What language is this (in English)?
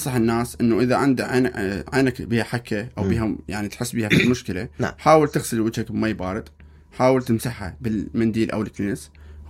Mesopotamian Arabic